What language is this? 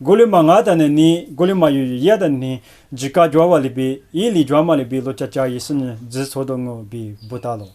Lisu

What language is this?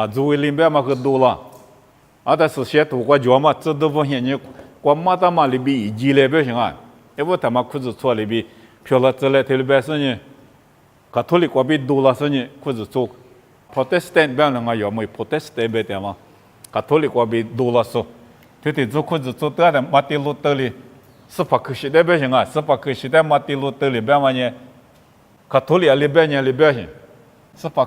Lisu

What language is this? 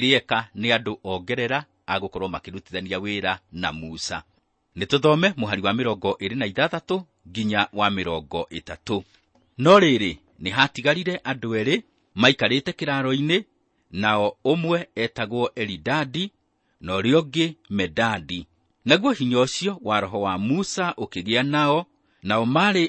Kikuyu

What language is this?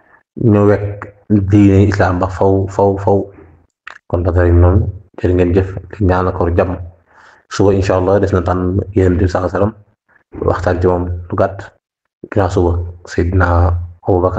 Wolof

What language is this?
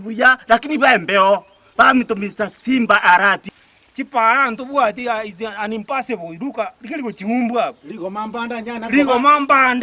Gusii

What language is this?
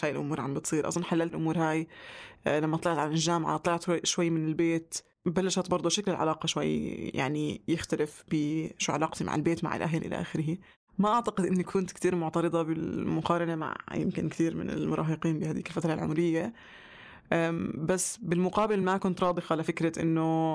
North Levantine Arabic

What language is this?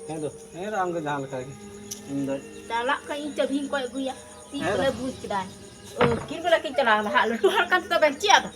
Santali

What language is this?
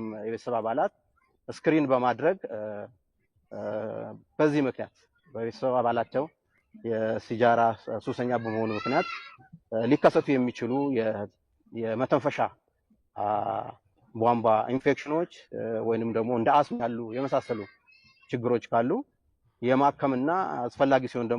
Amharic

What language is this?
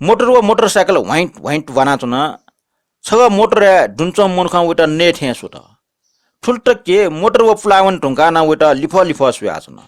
Newari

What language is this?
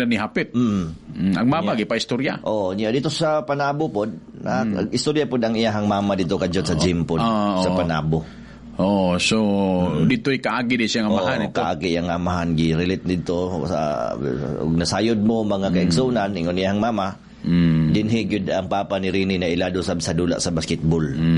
Cebuano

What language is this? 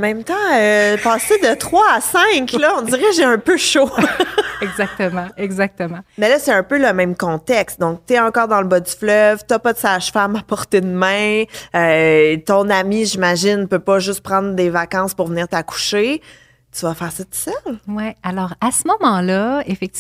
French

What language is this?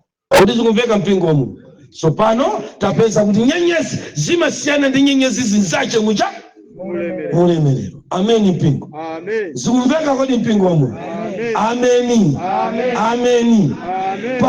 Nyanja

